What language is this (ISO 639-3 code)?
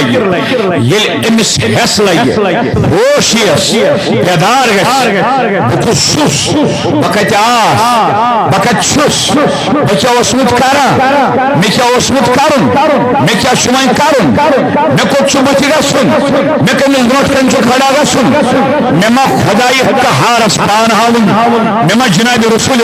kas